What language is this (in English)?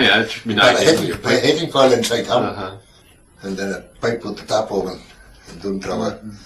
Scots